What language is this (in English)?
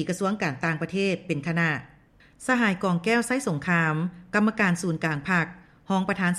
Lao